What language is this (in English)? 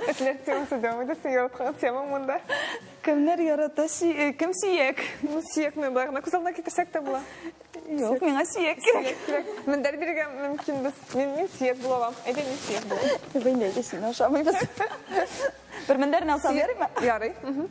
Tatar